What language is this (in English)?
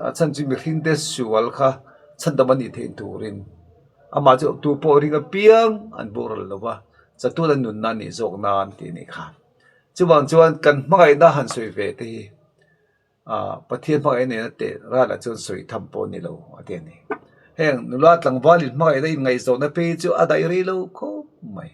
Mizo